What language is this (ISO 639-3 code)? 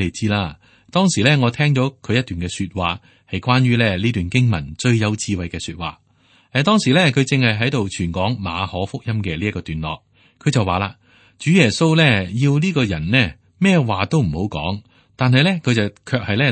yue